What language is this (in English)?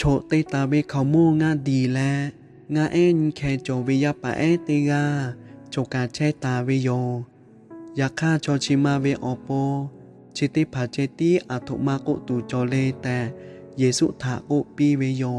Lahu